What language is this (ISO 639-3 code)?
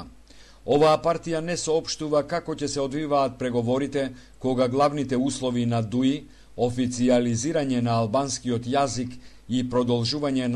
mkd